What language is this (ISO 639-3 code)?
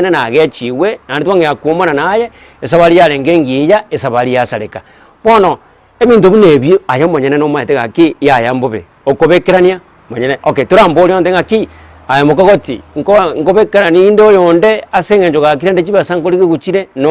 guz